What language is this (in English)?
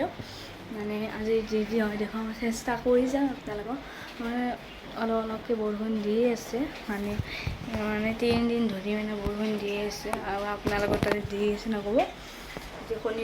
Assamese